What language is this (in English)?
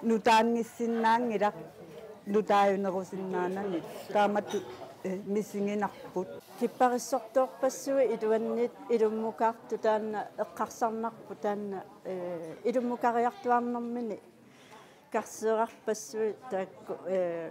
Kalaallisut